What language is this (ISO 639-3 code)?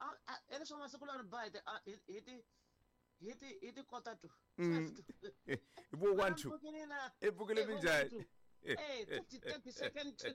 tso